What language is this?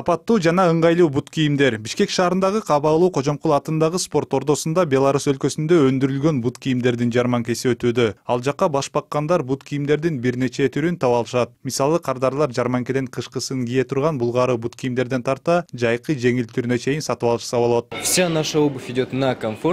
Kyrgyz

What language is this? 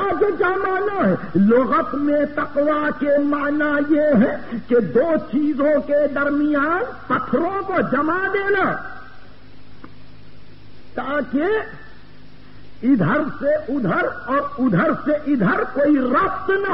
Urdu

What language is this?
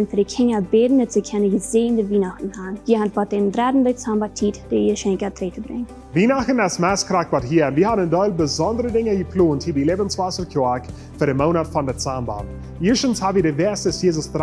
Plautdietsch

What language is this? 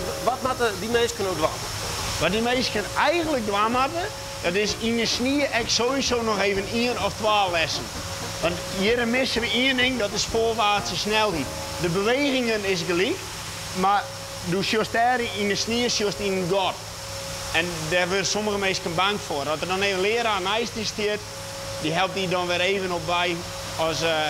Western Frisian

